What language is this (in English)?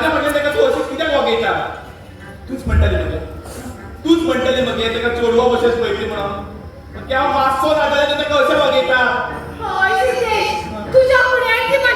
Konkani